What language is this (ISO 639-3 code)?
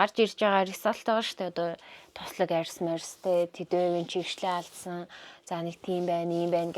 mon